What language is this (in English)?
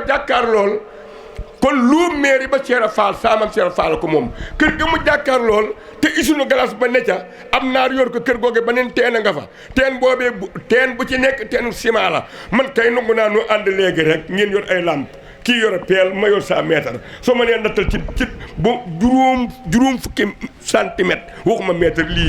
Wolof